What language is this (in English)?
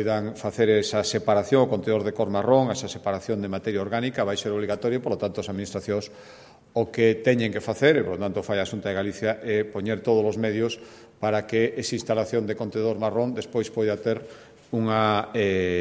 Galician